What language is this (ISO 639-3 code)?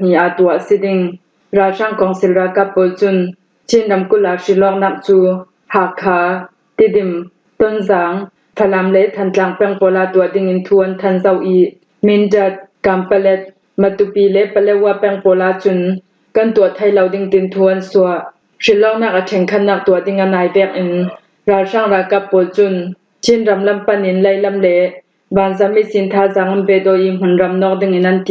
cfm